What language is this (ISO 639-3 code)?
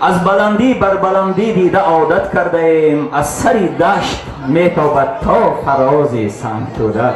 tgk